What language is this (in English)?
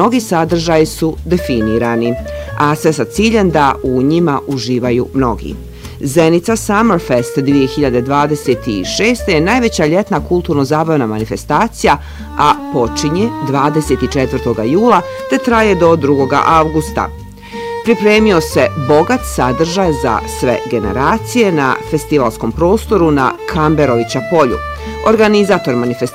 Bosnian